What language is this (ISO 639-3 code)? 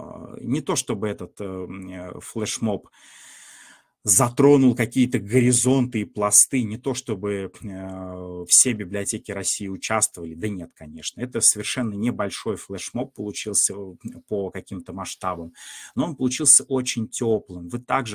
rus